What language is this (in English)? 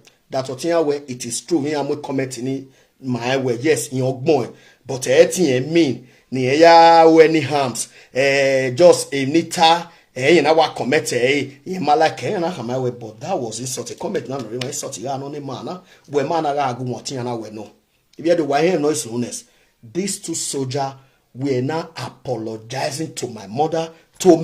Nigerian Pidgin